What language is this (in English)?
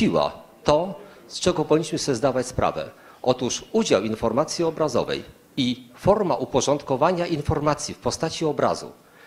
Polish